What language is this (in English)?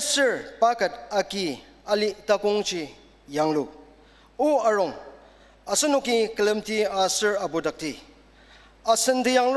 Ao Naga